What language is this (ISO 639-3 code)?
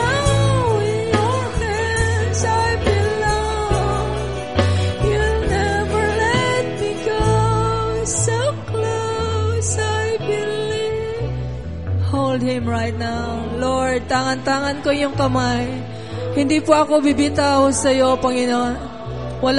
fil